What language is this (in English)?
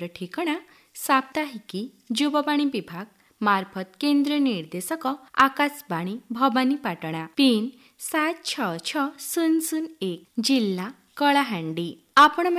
Odia